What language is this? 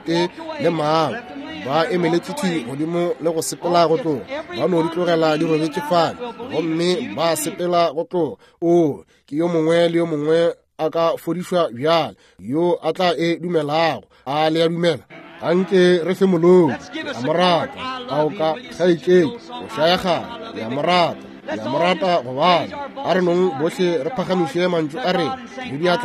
Northern Sotho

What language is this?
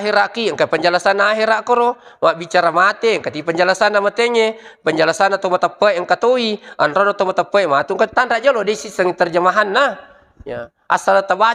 Buginese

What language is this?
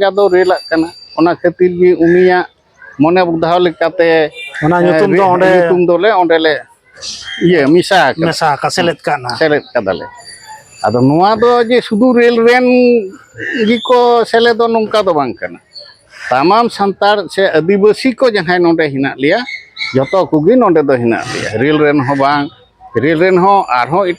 Santali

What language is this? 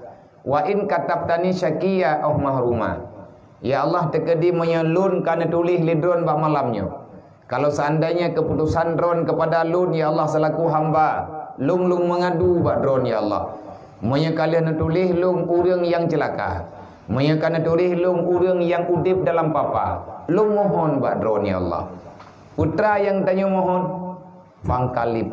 Achinese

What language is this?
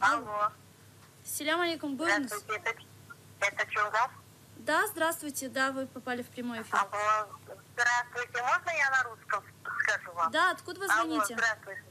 Crimean Tatar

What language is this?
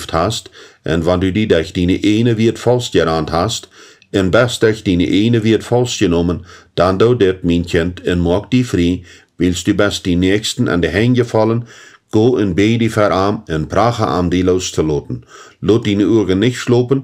Plautdietsch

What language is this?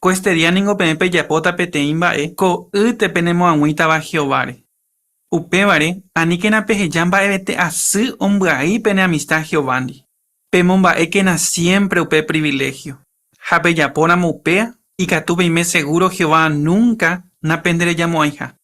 Guarani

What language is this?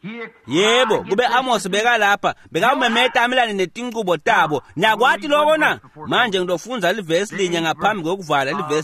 Swati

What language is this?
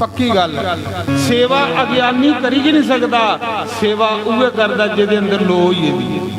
Dogri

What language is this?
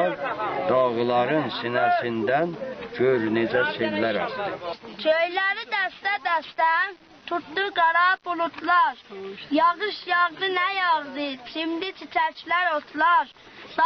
South Azerbaijani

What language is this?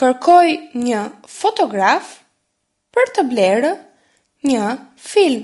Albanian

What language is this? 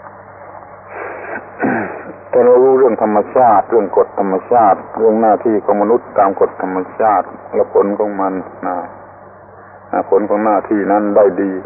Thai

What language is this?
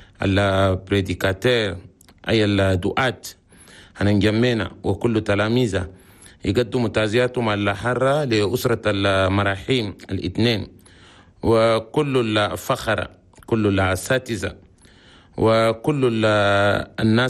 Chadian Arabic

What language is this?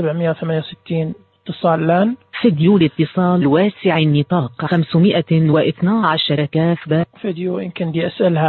Najdi Arabic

